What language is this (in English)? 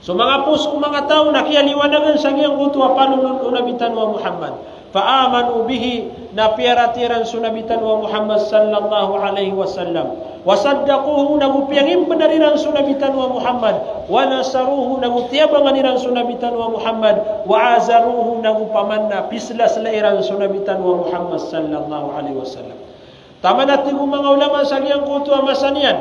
Maranao